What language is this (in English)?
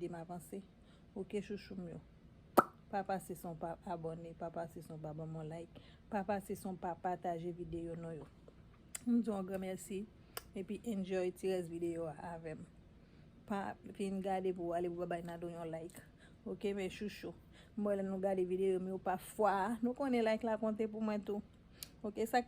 Haitian Creole